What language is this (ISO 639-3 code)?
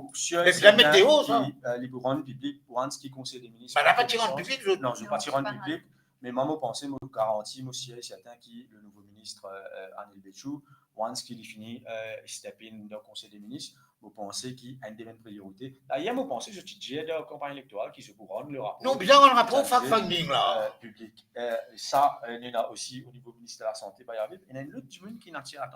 mfe